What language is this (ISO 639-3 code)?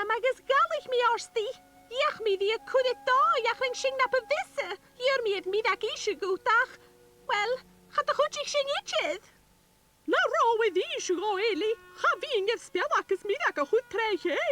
gla